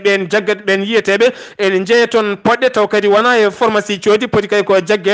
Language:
Fula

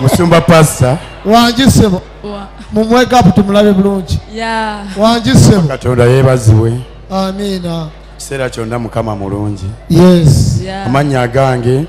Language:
Ganda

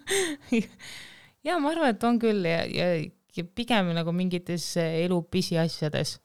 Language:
Estonian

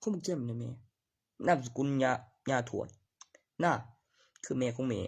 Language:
Northeastern Thai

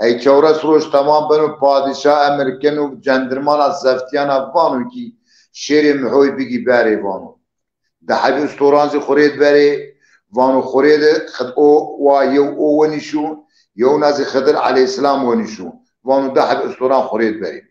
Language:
Zaza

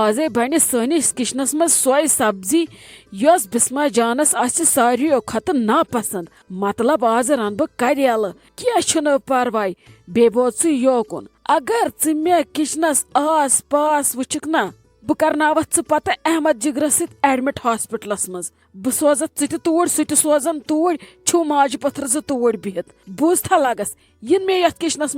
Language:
Kashmiri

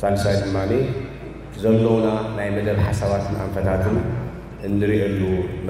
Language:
Tigrinya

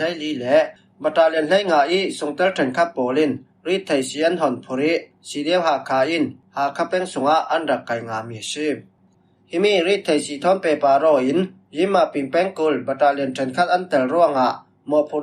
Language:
Falam Chin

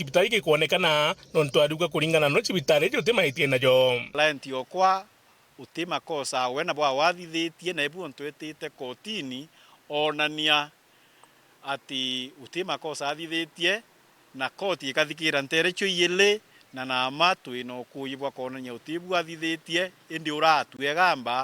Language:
Meru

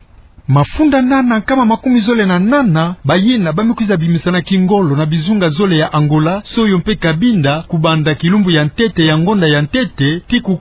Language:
Kituba (Democratic Republic of Congo)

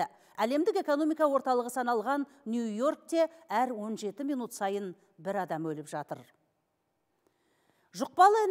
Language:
Kazakh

